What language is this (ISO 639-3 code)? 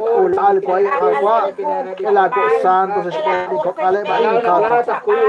kek